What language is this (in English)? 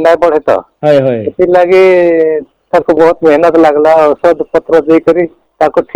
Odia